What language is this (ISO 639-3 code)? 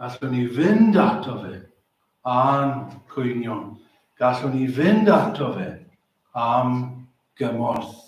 cym